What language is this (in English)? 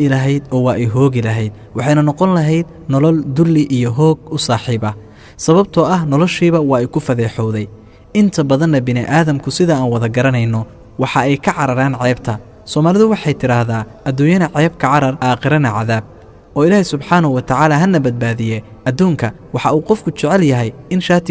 Somali